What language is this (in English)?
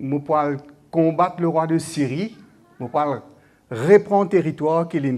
Morisyen